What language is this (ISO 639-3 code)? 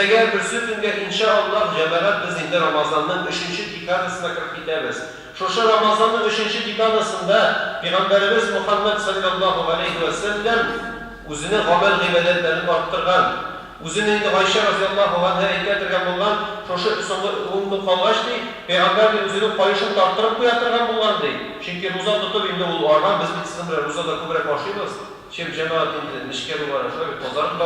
tat